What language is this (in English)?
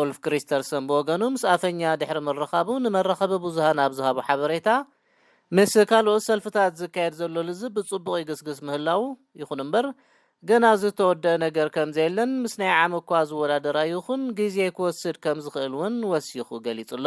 Tigrinya